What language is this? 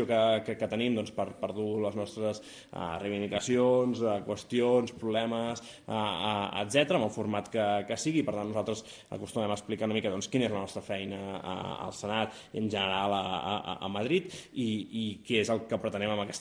Catalan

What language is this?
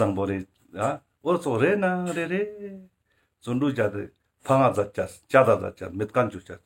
Ladakhi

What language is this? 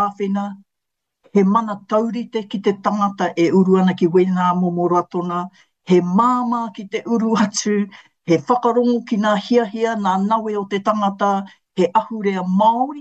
Māori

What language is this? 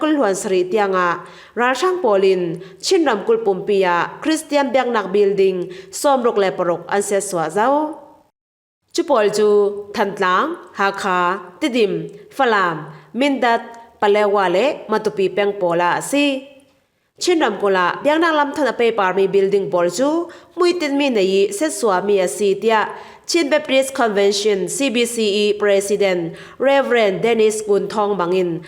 Falam Chin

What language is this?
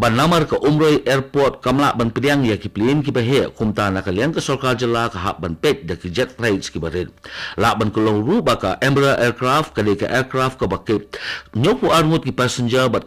Khasi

